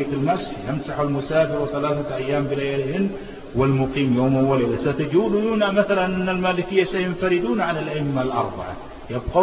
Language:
Arabic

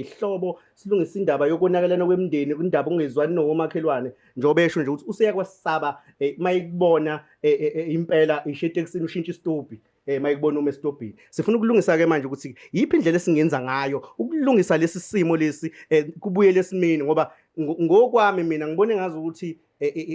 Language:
Zulu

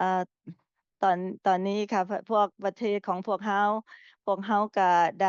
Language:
Lao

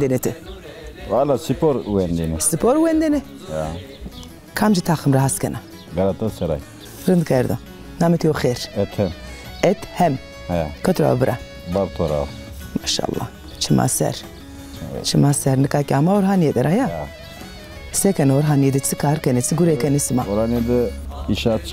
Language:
Zaza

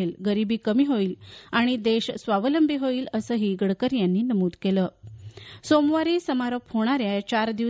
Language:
Marathi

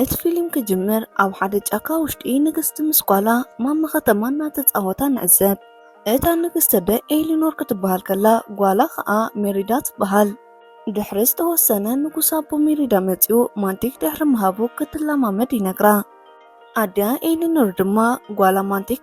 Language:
Tigrinya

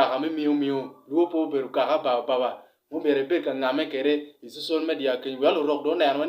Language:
Acoli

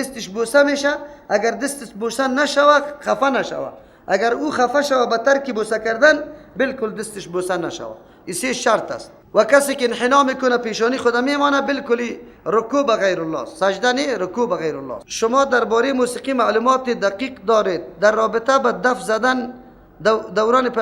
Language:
Persian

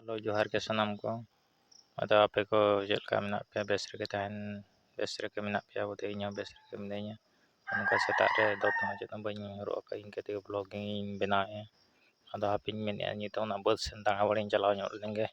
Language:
Santali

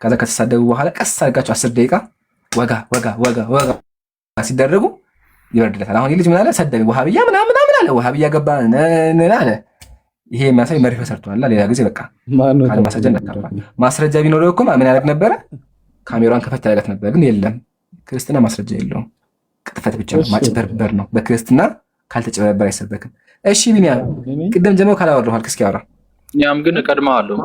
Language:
Amharic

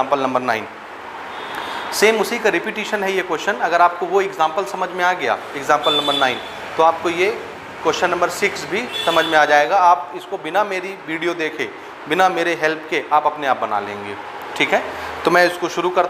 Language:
Hindi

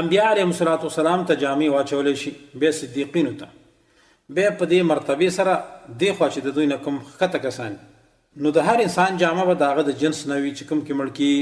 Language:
Pashto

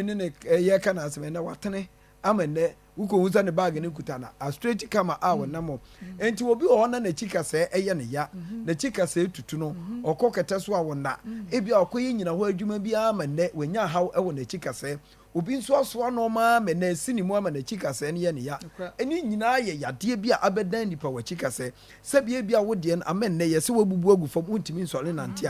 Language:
Akan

